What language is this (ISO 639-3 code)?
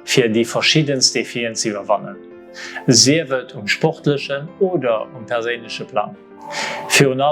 ltz